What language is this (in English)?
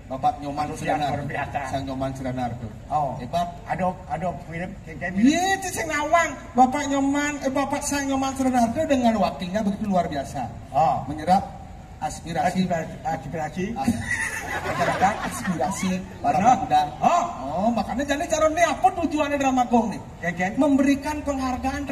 Balinese